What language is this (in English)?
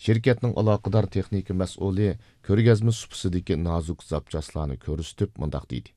Uyghur